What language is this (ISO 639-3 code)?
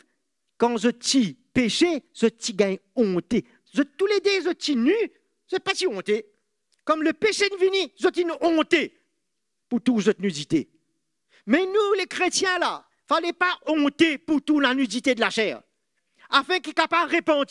mfe